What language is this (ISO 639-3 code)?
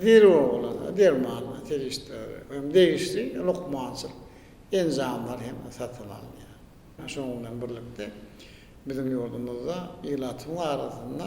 tuk